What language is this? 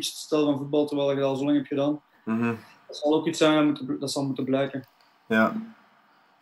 Dutch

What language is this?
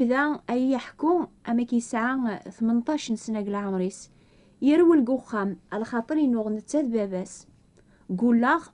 Kabyle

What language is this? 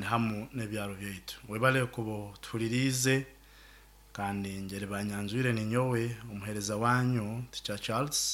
Nyoro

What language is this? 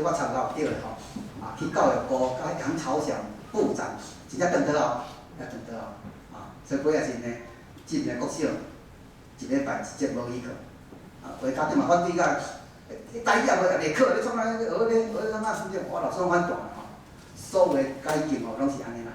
Min Nan Chinese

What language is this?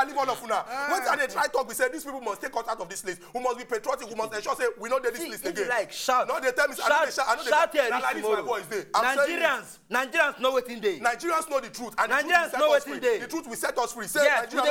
Nigerian Pidgin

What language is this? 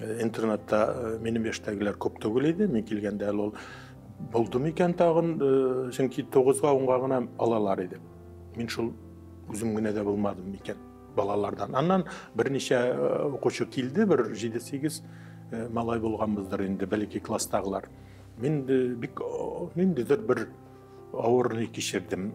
Tatar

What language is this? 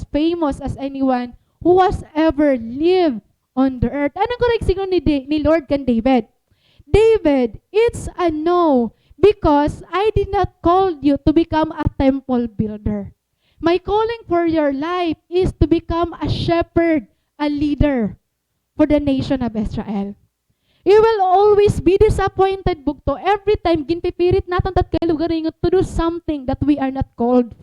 Waray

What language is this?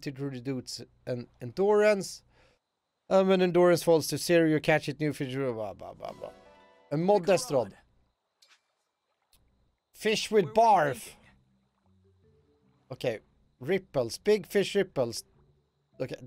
Swedish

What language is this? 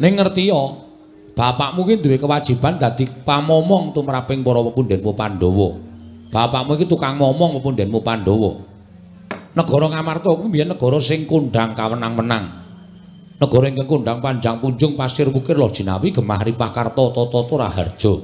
Javanese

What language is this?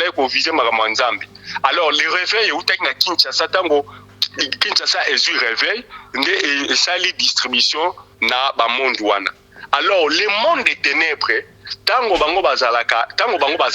Lingala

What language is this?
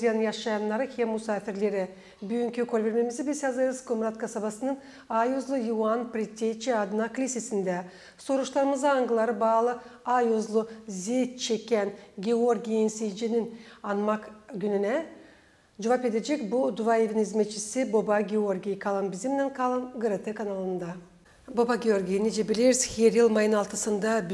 Gagauz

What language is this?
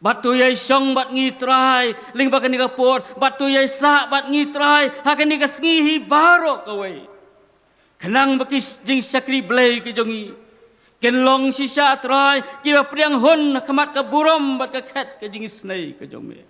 Khasi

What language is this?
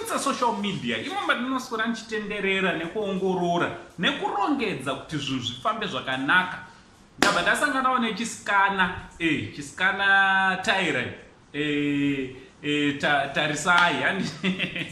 Shona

